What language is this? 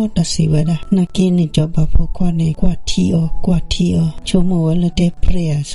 S'gaw Karen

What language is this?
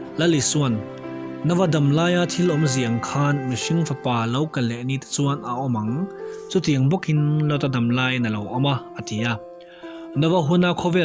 Mizo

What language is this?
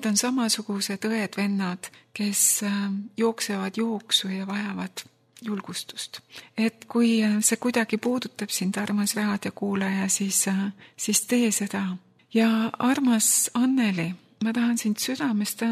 Estonian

